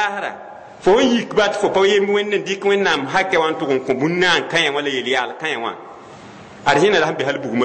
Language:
Mossi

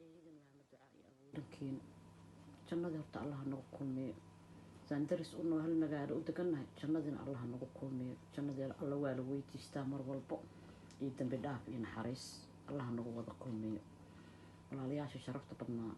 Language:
Somali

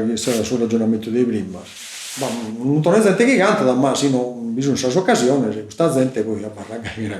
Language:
Sardinian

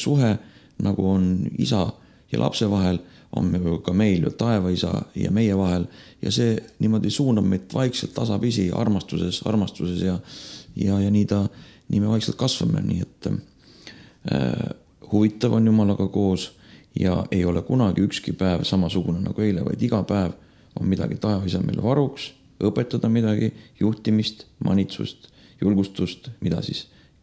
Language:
Estonian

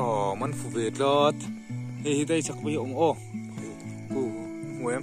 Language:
Mizo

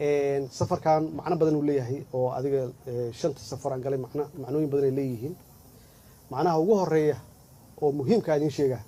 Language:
Somali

